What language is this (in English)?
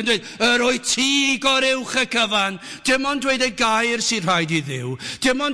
Welsh